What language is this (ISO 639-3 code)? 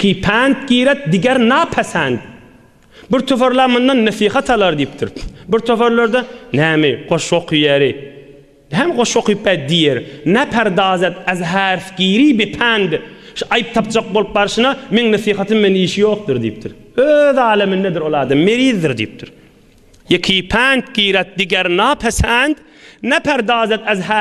tuk